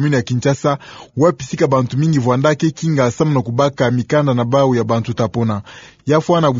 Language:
Kituba (Democratic Republic of Congo)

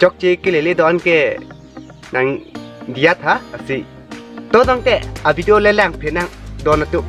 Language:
Karbi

